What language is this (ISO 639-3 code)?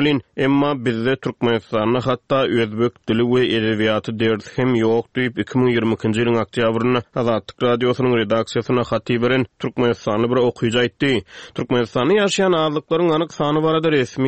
tuk